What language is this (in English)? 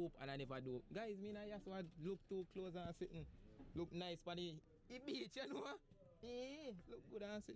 Jamaican Creole English